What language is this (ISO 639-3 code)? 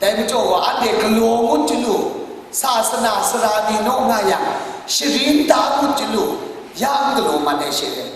kac